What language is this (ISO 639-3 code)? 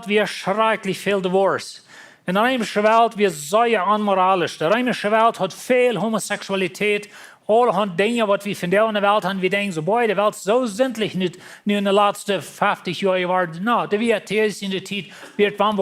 pdt